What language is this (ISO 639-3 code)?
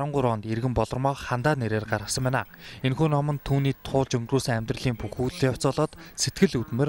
mon